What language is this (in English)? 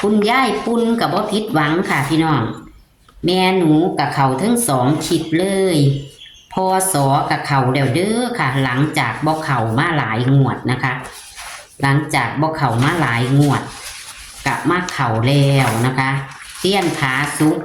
Northeastern Thai